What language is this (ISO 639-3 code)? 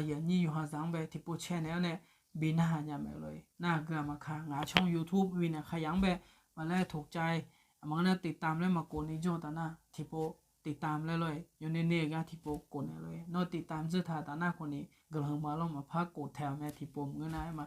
ahk